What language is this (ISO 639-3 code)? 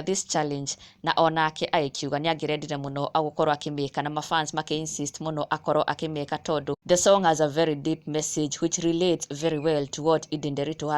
kik